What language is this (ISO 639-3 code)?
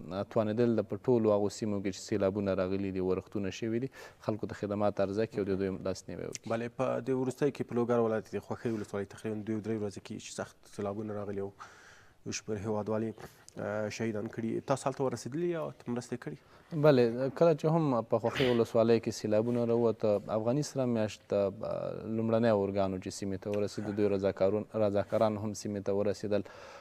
pus